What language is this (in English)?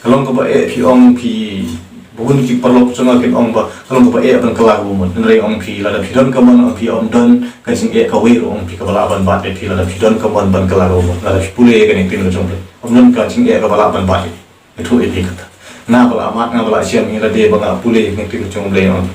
Khasi